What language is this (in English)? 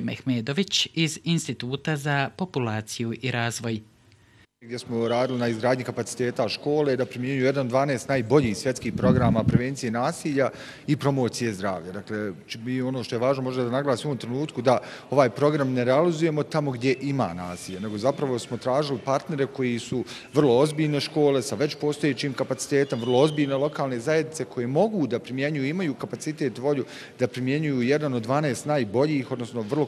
Bosnian